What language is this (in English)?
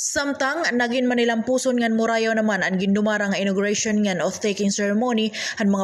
Waray